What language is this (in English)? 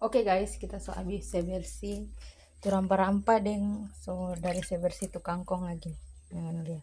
Manado Malay